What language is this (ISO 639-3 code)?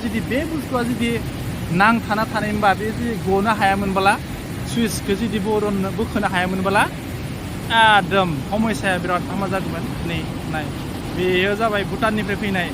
brx